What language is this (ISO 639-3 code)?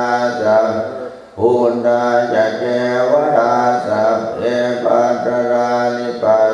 pli